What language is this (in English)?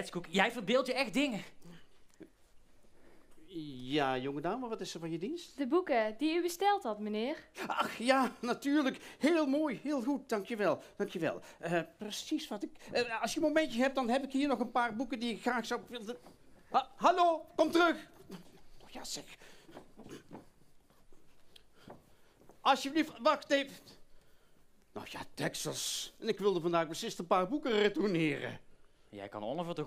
Dutch